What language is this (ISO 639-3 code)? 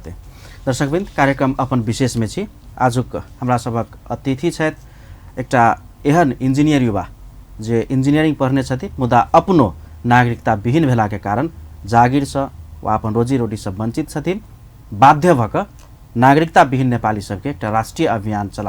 mai